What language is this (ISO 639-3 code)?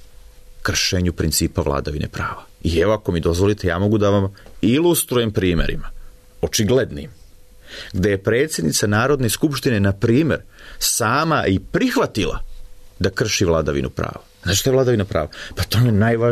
srp